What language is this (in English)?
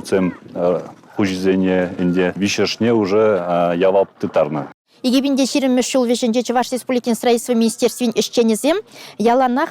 Chuvash